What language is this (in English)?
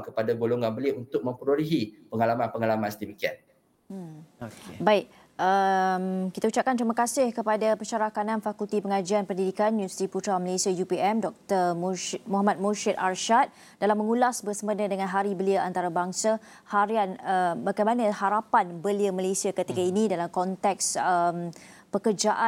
Malay